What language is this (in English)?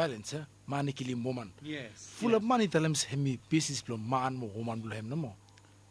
Bislama